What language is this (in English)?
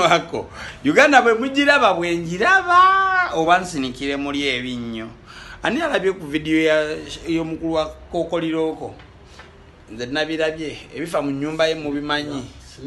Ganda